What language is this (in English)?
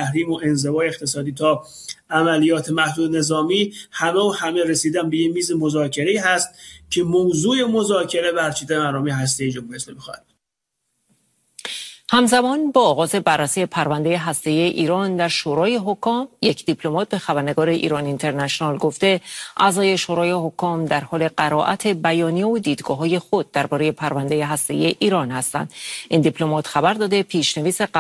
Persian